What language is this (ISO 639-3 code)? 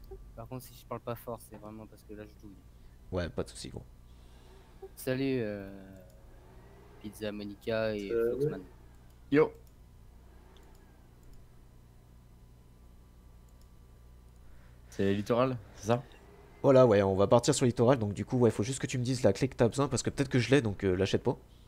fra